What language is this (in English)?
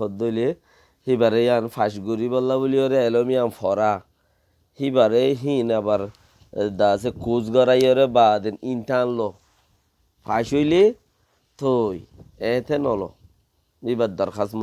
Rohingya